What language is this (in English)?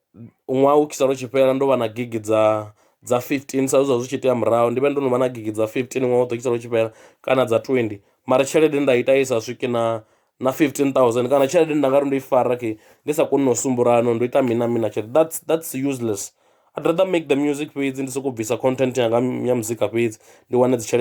Venda